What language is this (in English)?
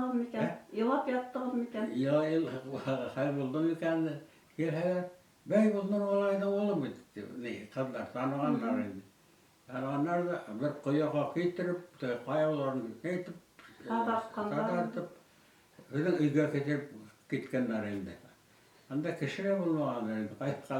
Bashkir